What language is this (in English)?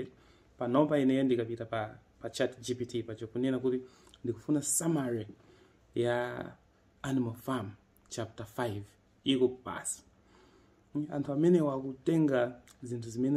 Nyanja